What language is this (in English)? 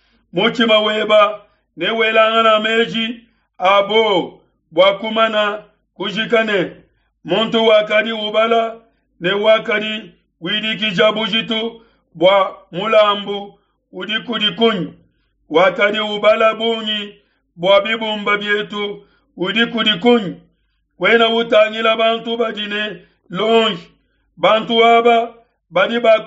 Luba-Lulua